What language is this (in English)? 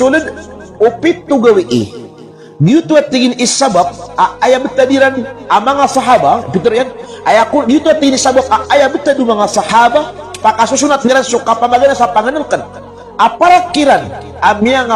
Maranao